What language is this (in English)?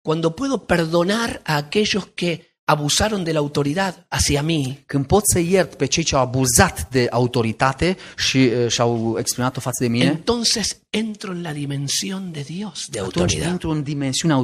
Romanian